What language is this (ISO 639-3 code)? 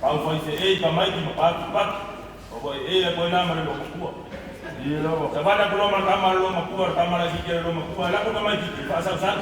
smo